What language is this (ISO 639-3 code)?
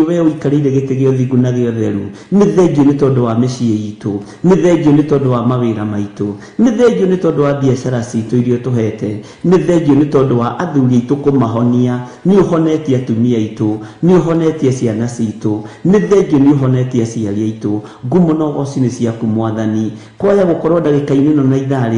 kik